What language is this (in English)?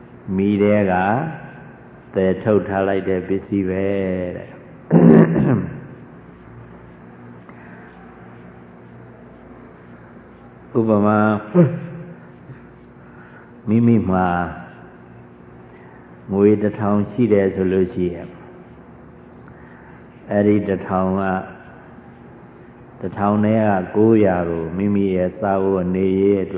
Burmese